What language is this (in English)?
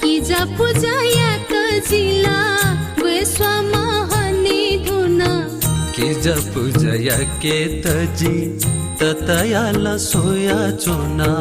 Newari